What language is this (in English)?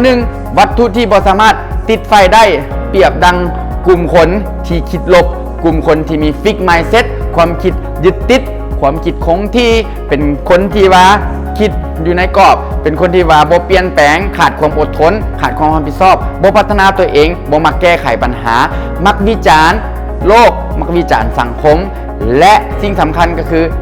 Lao